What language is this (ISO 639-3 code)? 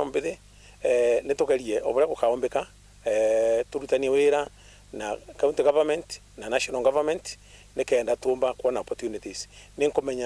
mer